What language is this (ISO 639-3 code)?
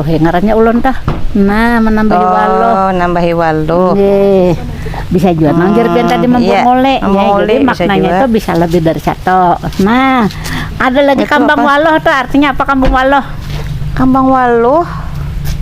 bjn